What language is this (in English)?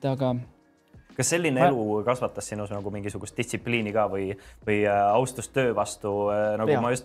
Estonian